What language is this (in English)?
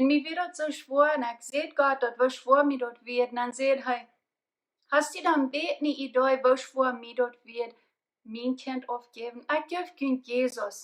Plautdietsch